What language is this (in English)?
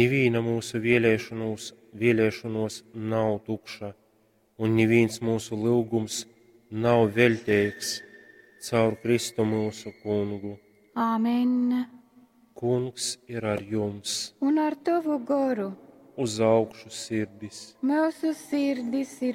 Latgalian